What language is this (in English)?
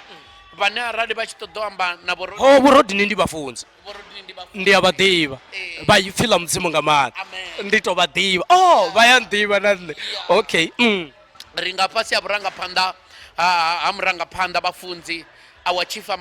Venda